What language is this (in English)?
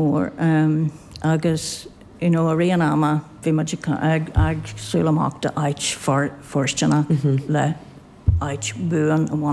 Irish